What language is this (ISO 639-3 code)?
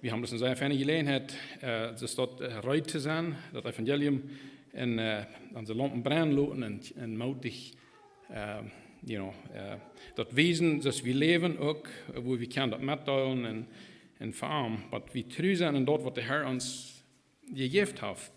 pdt